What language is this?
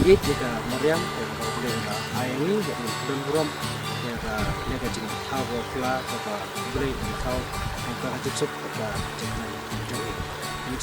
Khasi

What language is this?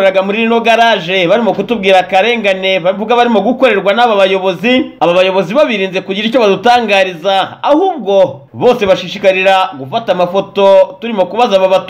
Kinyarwanda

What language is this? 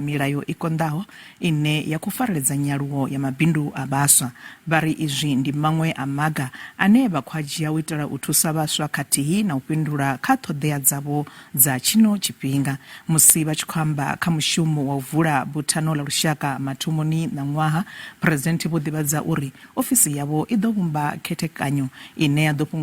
Venda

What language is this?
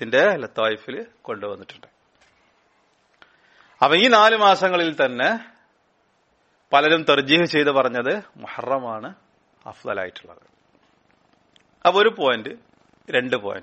Malayalam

